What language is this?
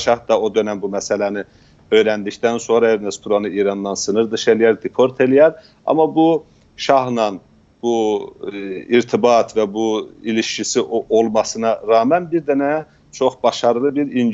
South Azerbaijani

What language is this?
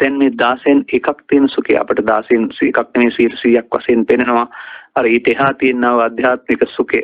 Sinhala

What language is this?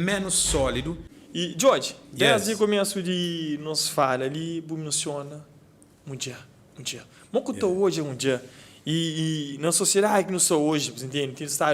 Kabuverdianu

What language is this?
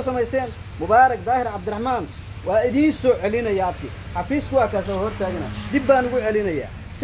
Somali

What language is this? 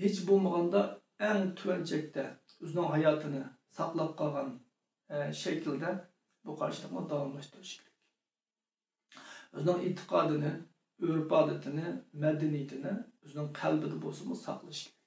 Uyghur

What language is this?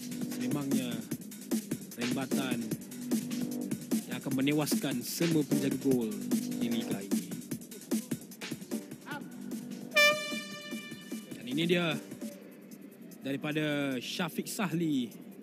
Malay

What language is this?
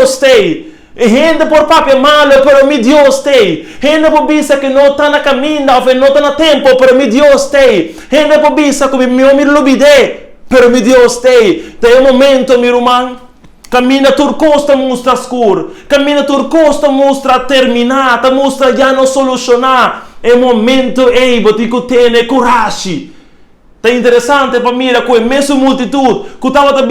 Papiamento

